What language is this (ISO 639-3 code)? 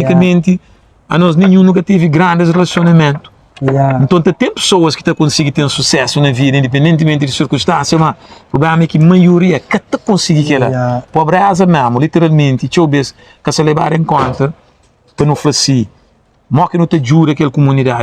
kea